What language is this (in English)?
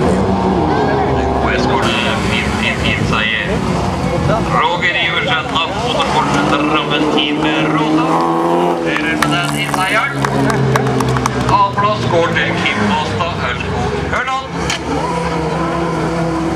Norwegian